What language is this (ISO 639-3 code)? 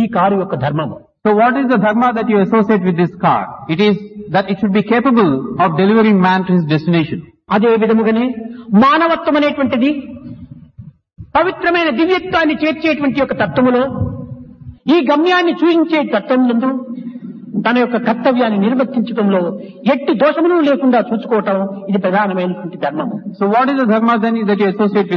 tel